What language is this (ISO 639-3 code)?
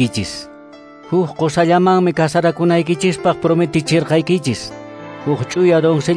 que